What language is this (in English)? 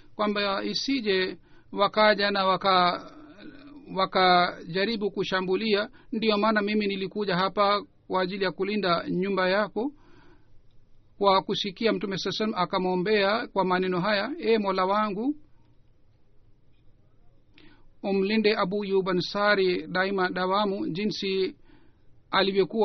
Swahili